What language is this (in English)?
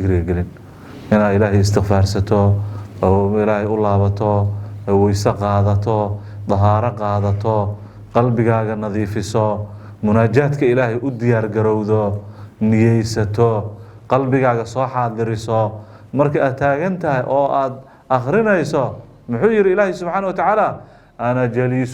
Somali